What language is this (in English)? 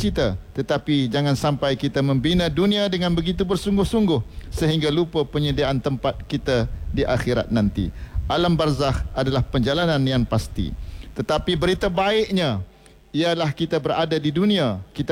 Malay